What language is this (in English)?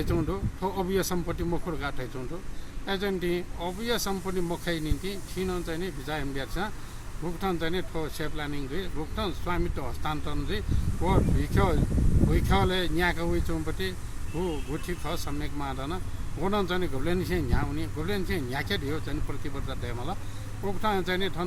Newari